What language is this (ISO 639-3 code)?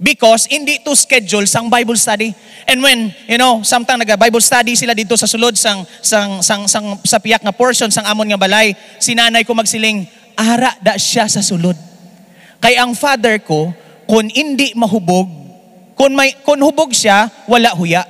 hil